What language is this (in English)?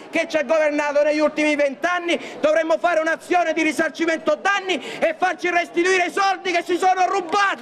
Italian